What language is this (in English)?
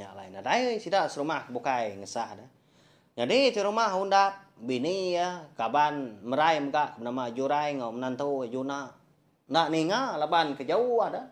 Iban